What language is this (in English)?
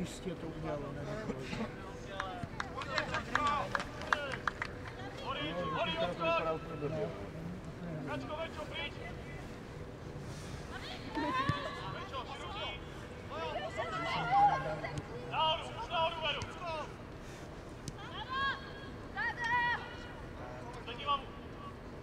Czech